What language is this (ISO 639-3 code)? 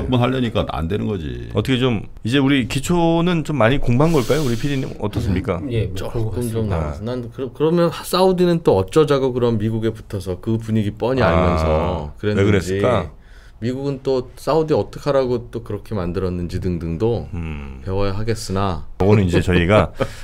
kor